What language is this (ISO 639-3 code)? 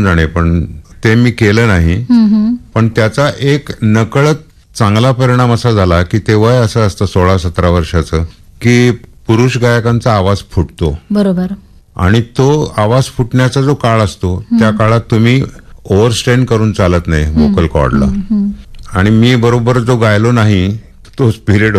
mar